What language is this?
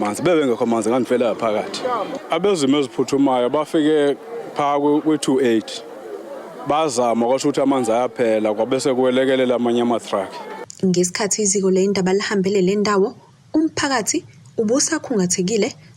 Zulu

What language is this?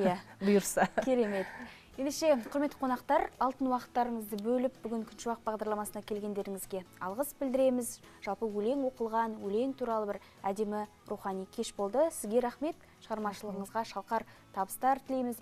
Kazakh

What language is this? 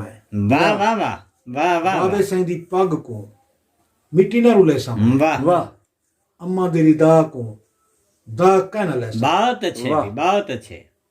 Saraiki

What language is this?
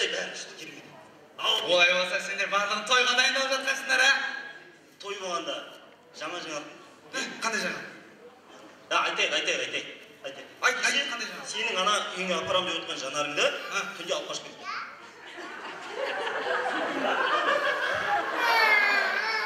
Kazakh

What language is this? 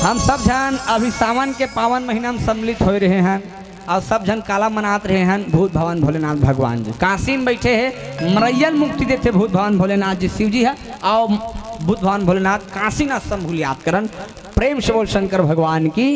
Chhattisgarhi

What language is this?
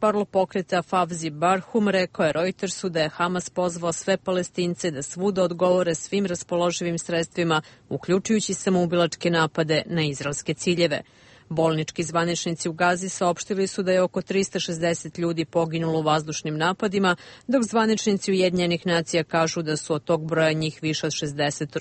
Bosnian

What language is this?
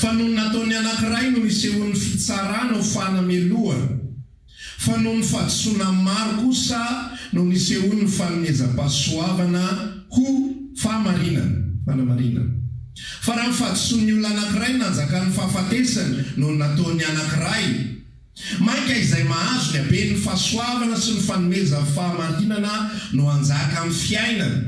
Malagasy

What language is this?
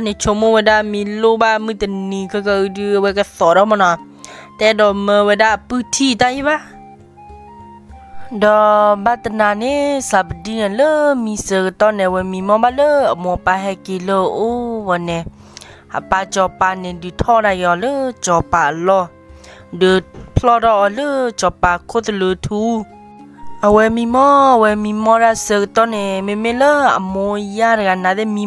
S'gaw Karen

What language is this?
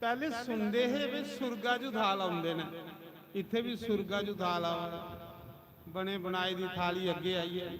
Dogri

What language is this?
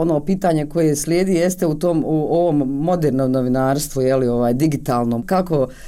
Bosnian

